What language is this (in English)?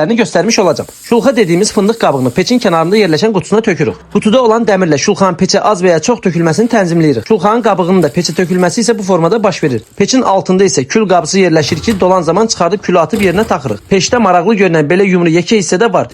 Azerbaijani